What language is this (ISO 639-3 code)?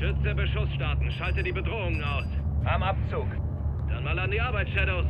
bar